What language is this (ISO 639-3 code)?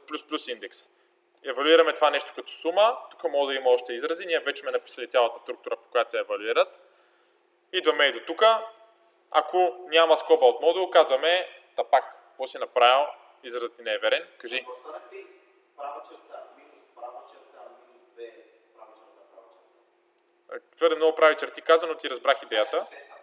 bul